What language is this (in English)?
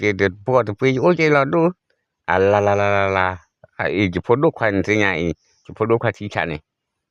S'gaw Karen